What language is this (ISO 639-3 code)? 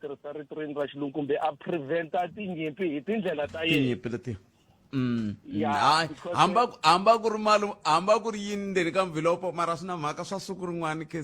tso